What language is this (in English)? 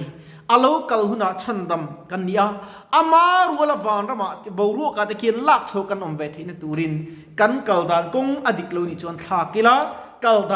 Mizo